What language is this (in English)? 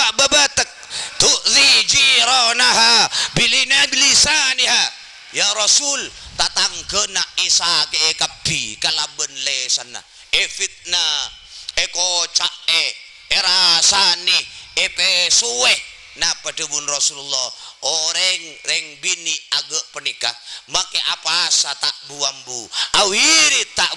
Madurese